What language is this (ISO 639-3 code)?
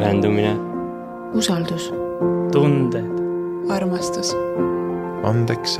est